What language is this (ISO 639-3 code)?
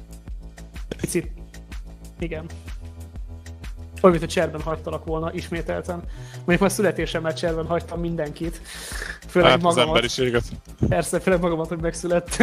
hun